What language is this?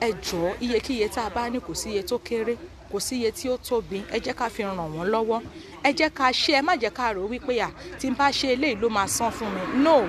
Yoruba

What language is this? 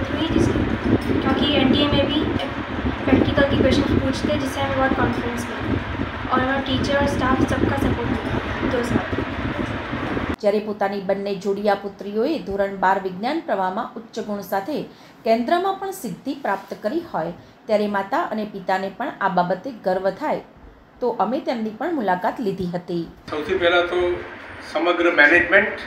Gujarati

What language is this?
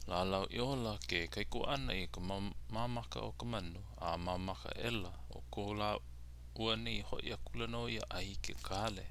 Hawaiian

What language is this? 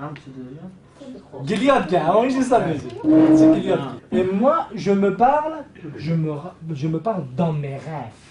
Kurdish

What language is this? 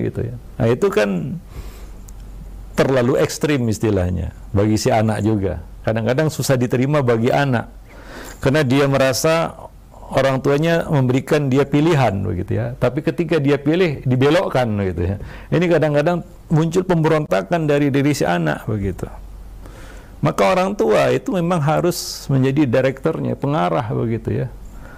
Indonesian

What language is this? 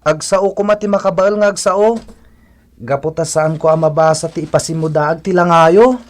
Iloko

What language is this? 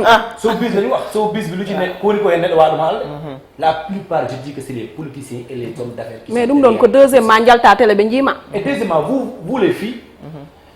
Fula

